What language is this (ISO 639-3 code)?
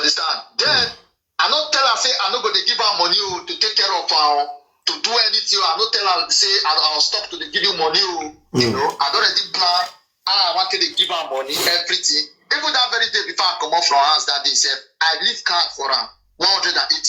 pcm